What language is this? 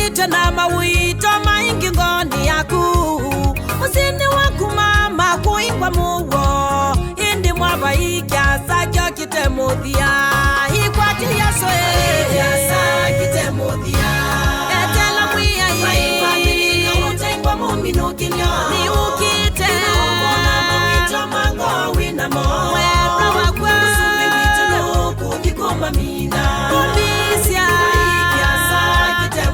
Kamba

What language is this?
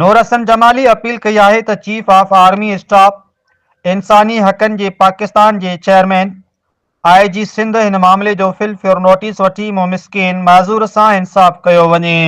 Sindhi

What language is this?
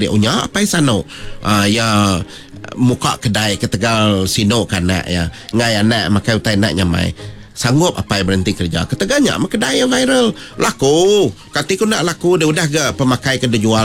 Iban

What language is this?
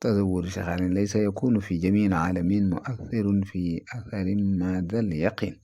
Wolof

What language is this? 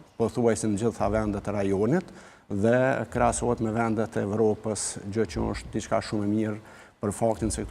Albanian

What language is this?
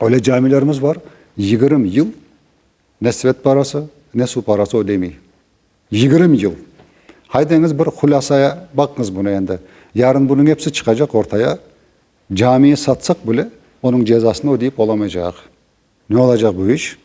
Crimean Tatar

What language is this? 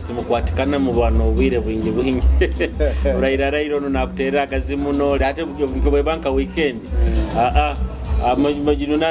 Nyoro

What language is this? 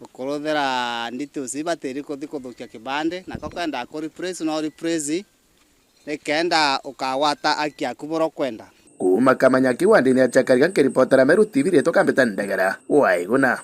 Meru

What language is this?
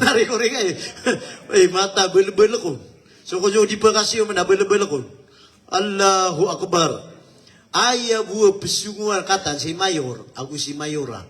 Maranao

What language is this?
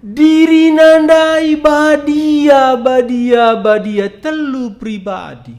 Batak Karo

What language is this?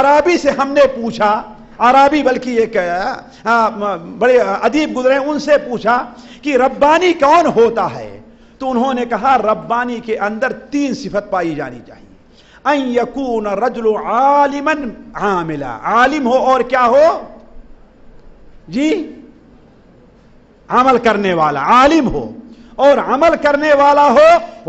Urdu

